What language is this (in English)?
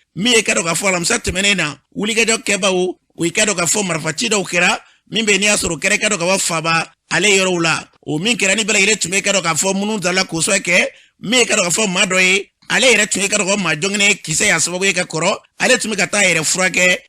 Bambara